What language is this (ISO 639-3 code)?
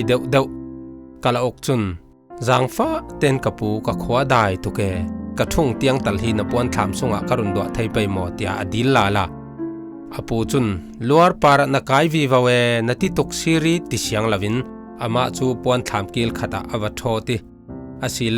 cfm